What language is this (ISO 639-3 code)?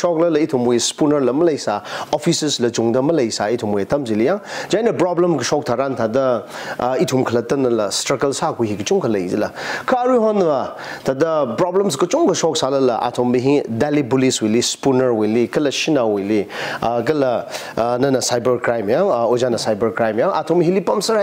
nmf